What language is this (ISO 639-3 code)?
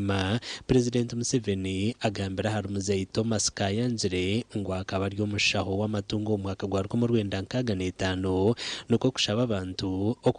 nyn